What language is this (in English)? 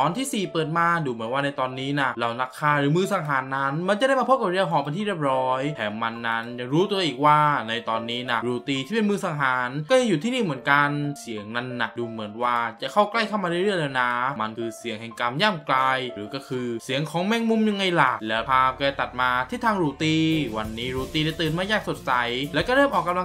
Thai